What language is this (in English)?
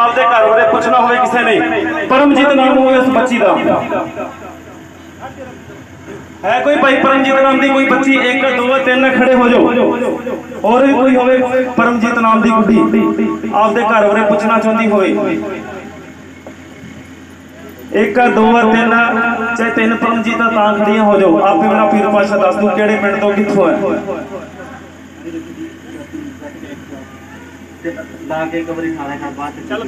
Punjabi